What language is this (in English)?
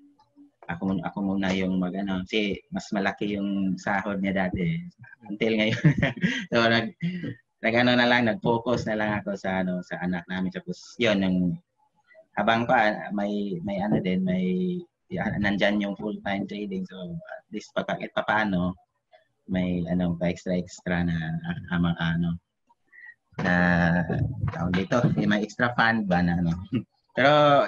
Filipino